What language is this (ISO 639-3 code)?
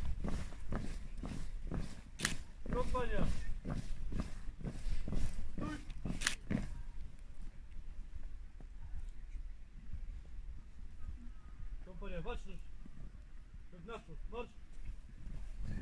pol